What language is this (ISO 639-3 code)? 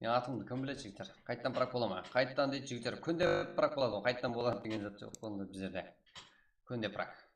kaa